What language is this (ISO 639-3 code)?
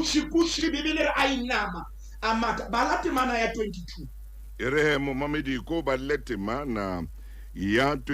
sot